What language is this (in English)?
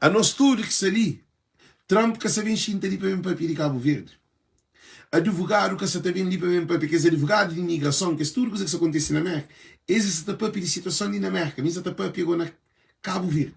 Kabuverdianu